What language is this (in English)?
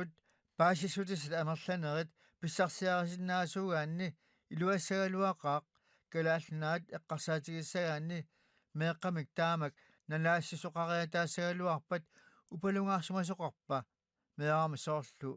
Kalaallisut